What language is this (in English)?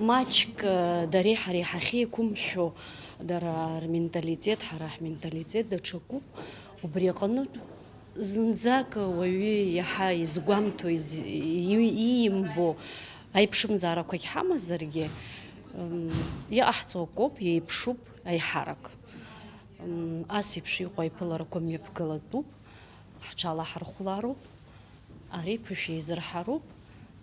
Abkhazian